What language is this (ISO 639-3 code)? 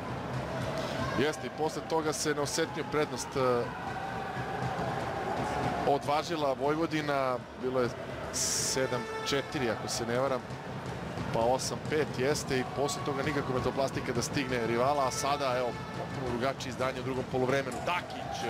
srp